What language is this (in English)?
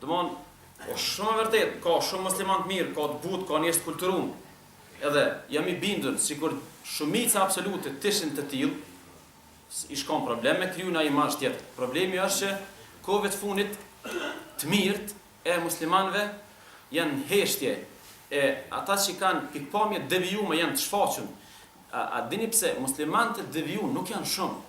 Albanian